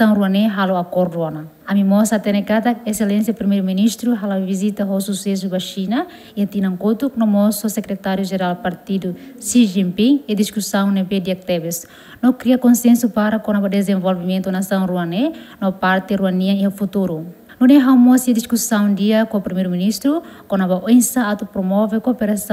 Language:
Tetum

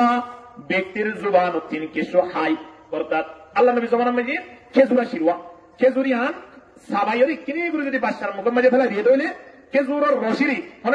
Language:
Rohingya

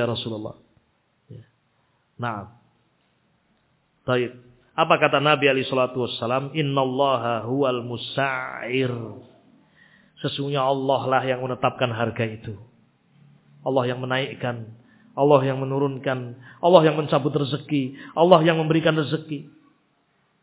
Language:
Indonesian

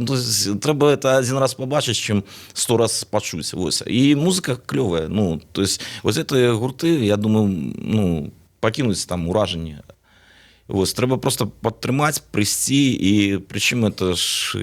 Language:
Belarusian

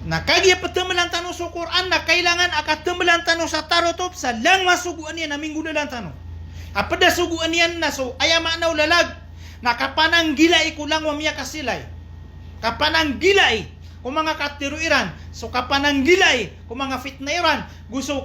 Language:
Maranao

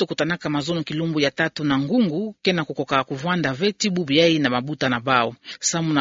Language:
Kituba (Democratic Republic of Congo)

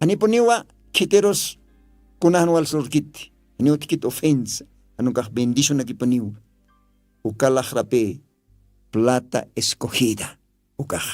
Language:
Aymara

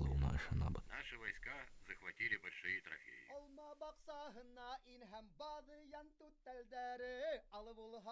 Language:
Bashkir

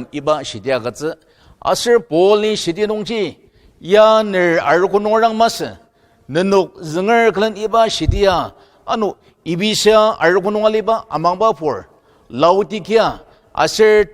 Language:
Ao Naga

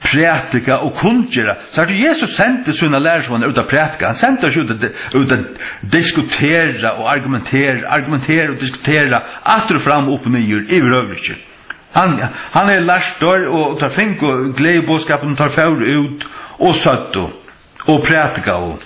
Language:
Faroese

